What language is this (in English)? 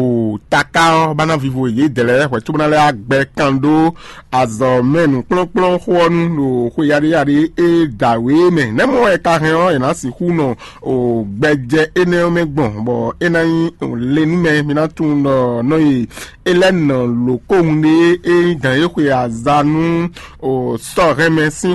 Fon